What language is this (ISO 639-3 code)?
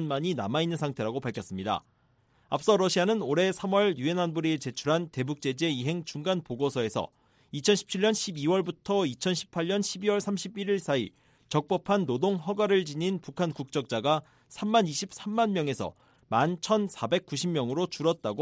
kor